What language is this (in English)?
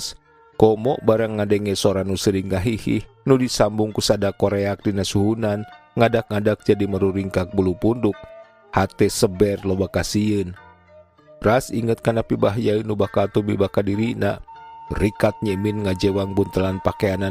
Sundanese